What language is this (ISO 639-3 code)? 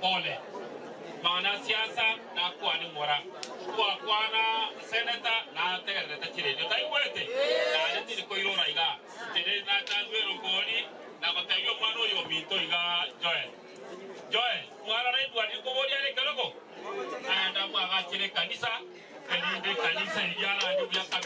guz